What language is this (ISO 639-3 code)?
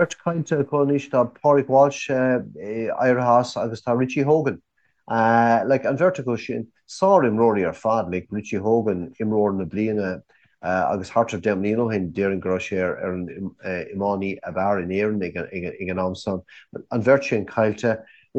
gle